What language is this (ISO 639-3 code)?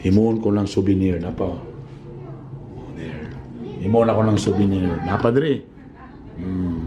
ceb